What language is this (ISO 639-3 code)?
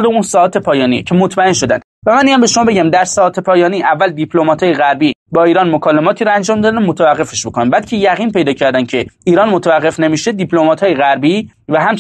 fas